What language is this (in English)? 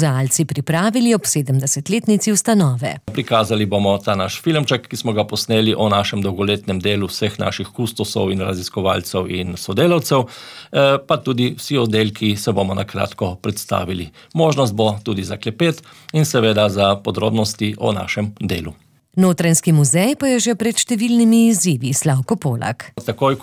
Slovenian